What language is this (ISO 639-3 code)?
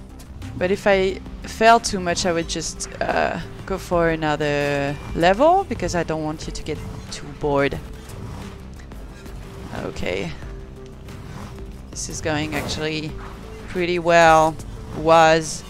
eng